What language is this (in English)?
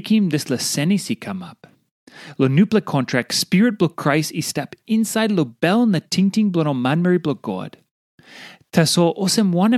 Tok Pisin